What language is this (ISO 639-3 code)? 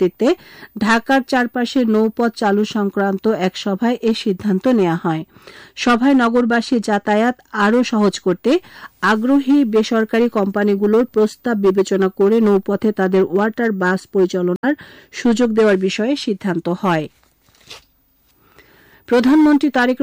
ben